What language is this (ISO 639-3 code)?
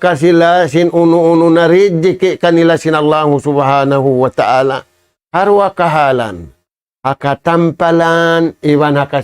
tsg